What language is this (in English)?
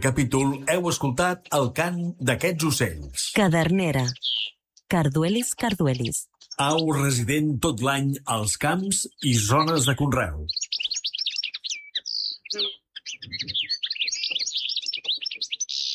Catalan